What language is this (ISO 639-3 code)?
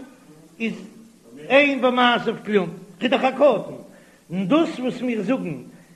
yid